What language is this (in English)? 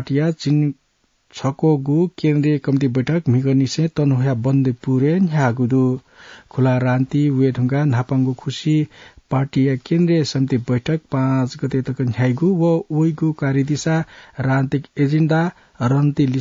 Newari